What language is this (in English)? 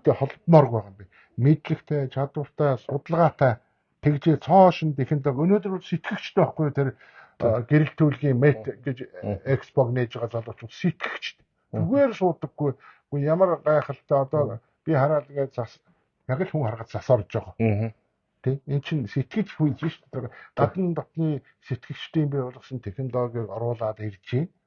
Mongolian